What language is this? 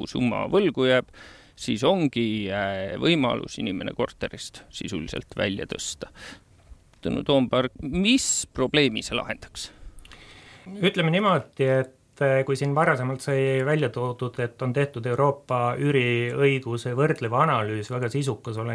Estonian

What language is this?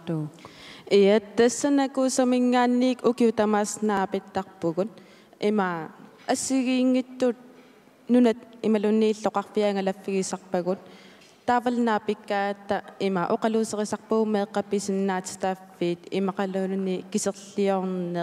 Kalaallisut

